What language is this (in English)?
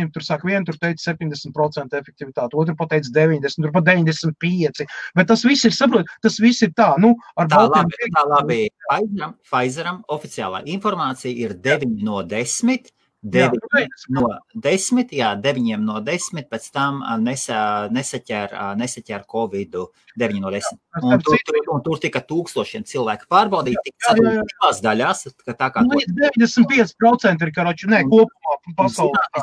Latvian